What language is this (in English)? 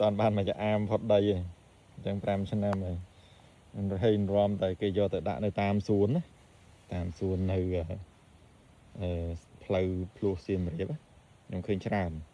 Khmer